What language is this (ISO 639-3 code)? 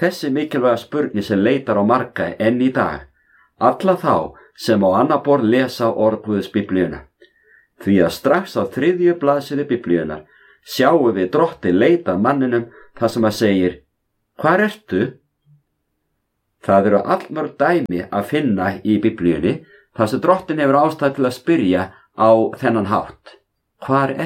isl